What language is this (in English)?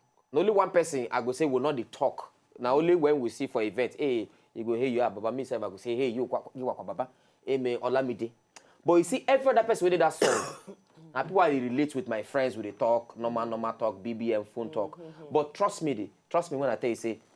Nigerian Pidgin